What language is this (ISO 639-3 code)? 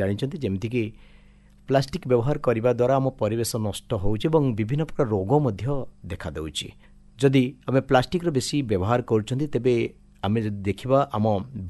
ori